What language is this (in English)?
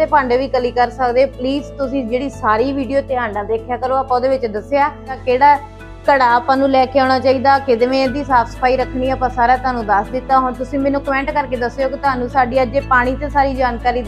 Punjabi